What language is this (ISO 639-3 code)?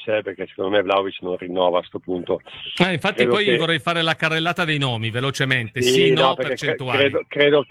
ita